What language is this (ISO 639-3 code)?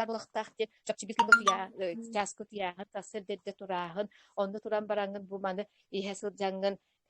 sah